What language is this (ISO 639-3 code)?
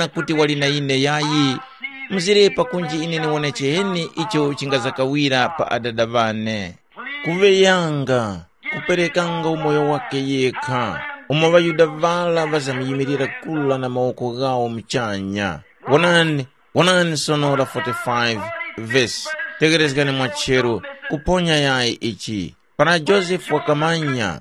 tum